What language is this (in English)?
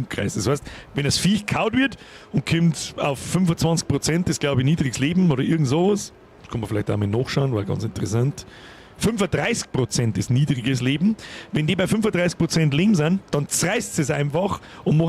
Bavarian